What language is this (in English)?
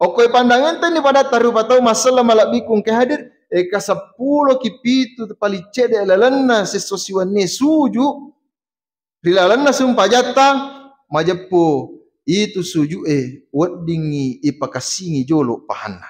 Buginese